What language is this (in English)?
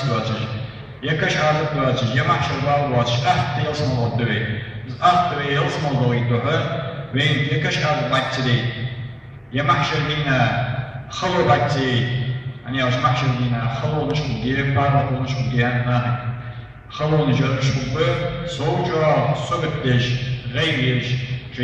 Ingush